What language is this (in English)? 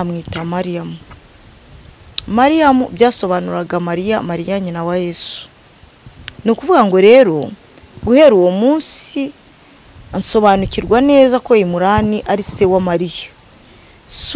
Kinyarwanda